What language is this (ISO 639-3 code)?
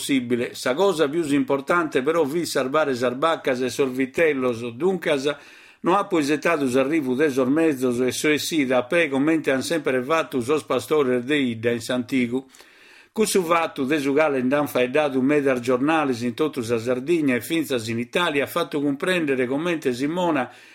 srd